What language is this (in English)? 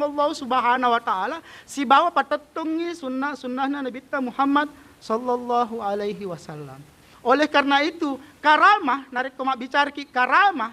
Buginese